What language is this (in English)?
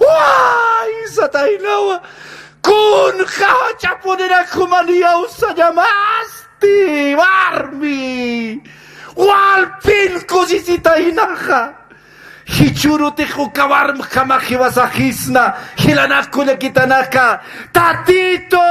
Aymara